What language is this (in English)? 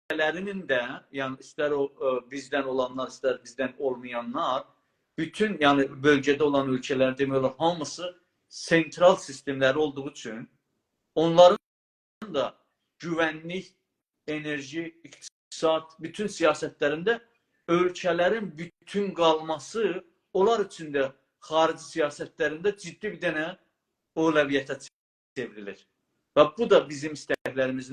South Azerbaijani